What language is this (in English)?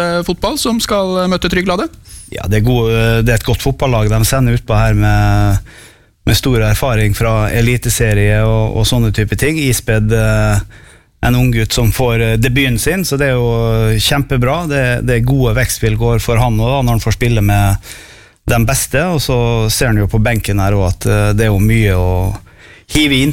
Norwegian